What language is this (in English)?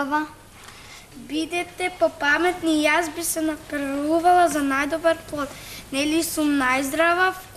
Macedonian